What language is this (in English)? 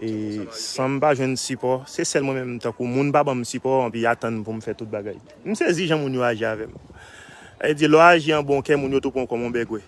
Haitian Creole